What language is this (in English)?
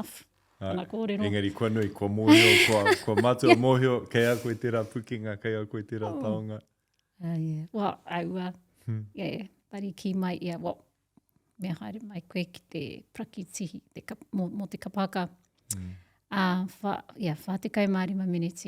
Māori